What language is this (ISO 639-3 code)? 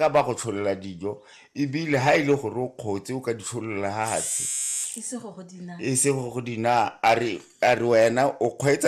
tsn